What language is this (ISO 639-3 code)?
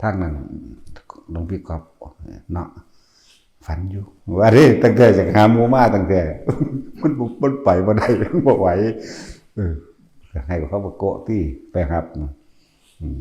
tts